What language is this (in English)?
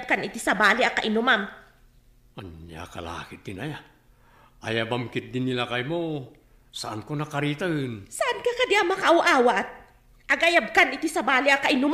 Iloko